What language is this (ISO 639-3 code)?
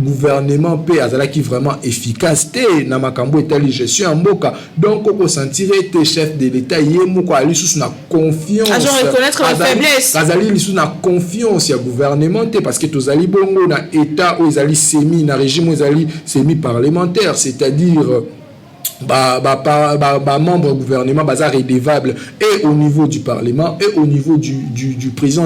lin